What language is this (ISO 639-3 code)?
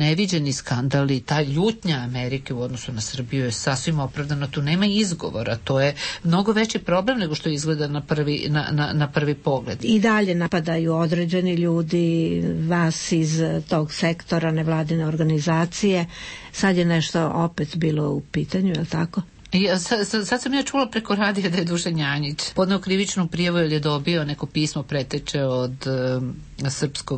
srp